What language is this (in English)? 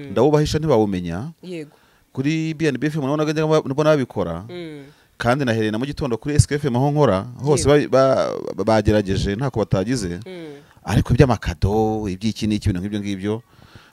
Kinyarwanda